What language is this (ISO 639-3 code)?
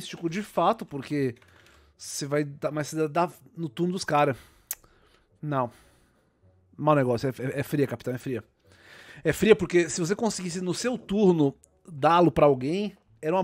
por